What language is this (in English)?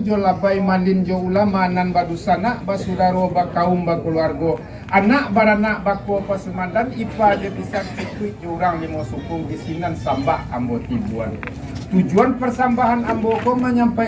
Minangkabau